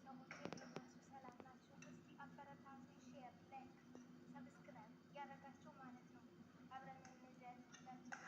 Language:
Amharic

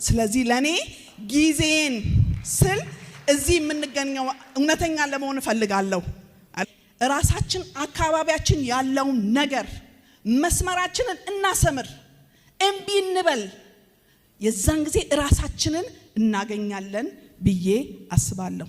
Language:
Amharic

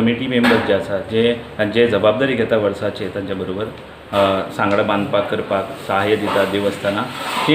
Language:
Konkani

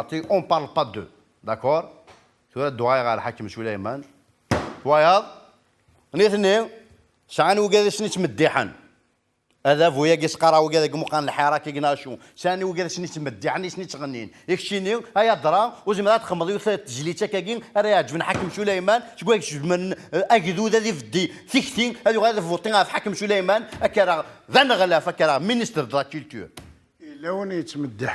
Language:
Kabyle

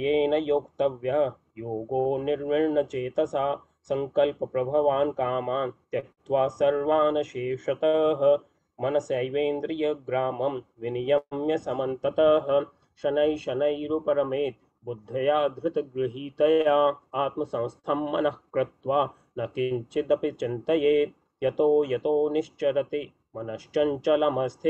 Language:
Sanskrit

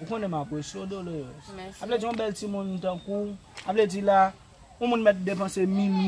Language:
Haitian Creole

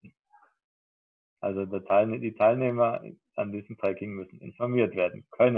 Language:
German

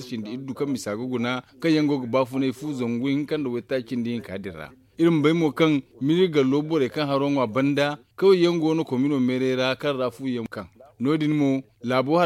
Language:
Zarma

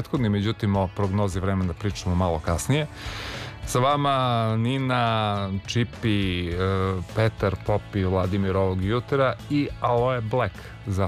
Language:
Serbian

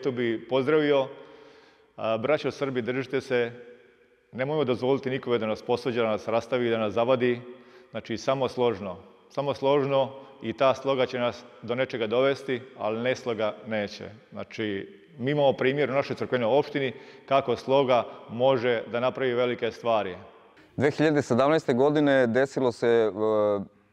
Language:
Serbian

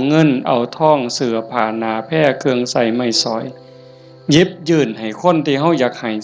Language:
Northeastern Thai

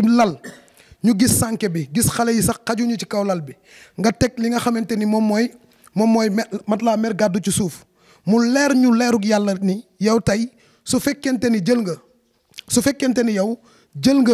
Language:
Wolof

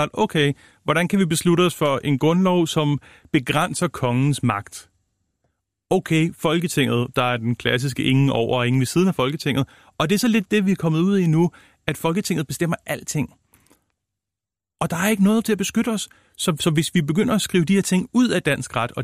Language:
Danish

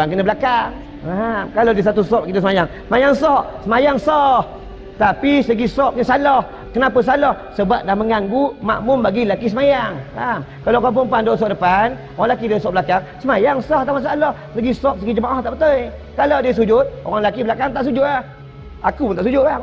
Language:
Malay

